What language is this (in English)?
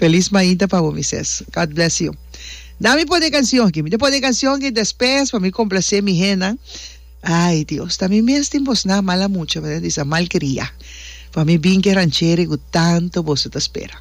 Papiamento